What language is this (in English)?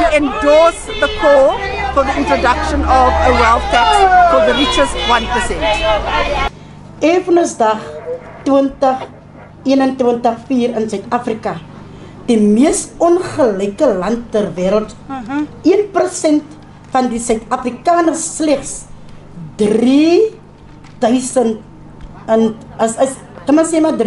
Afrikaans